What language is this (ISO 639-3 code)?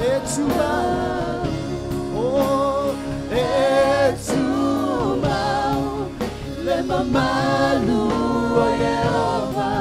smo